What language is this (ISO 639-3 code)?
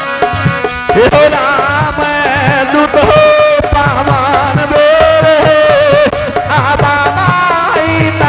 mai